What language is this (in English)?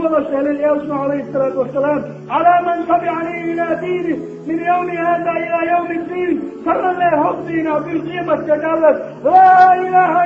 Chechen